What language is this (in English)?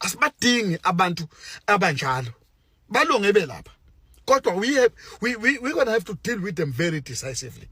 Zulu